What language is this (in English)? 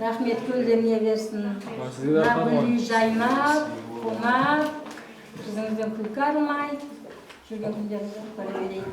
Kara-Kalpak